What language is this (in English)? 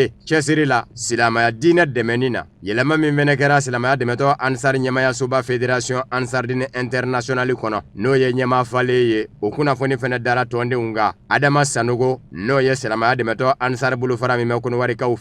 Bambara